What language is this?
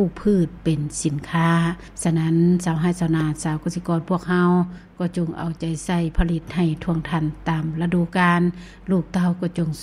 Lao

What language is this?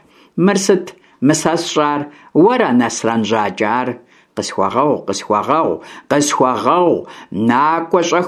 Kabardian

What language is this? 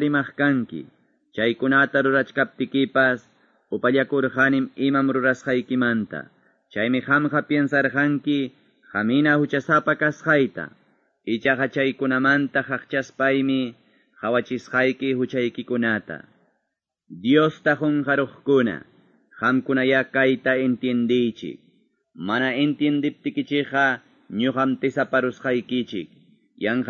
Quechua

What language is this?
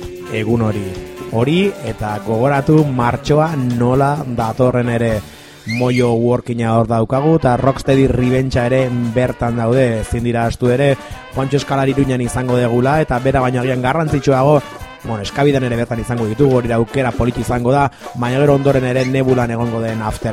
Basque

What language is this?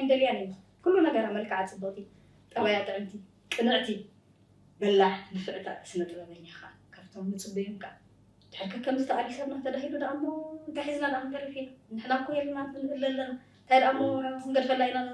Tigrinya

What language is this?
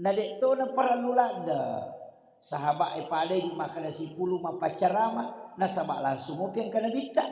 Buginese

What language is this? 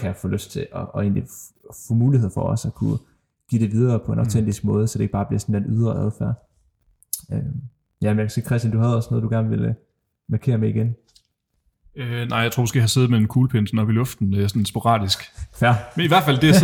Danish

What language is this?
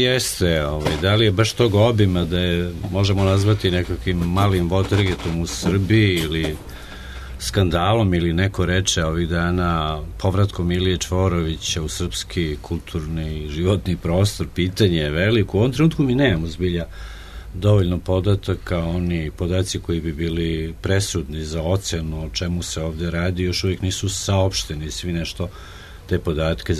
Serbian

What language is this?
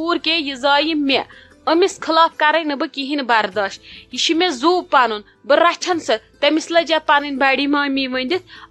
Kashmiri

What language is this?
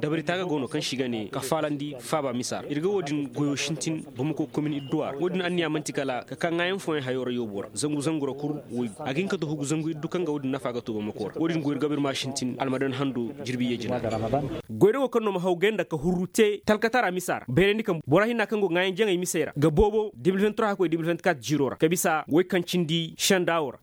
Koyraboro Senni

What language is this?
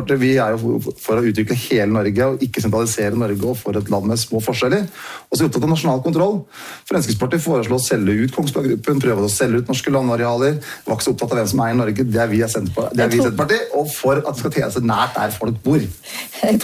Norwegian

